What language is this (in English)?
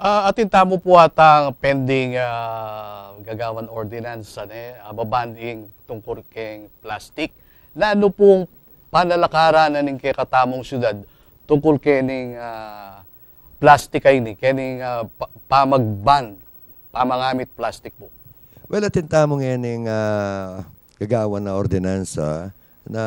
Pampanga